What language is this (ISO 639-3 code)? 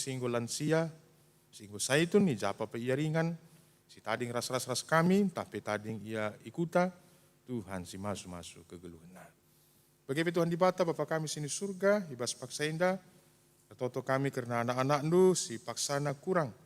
btx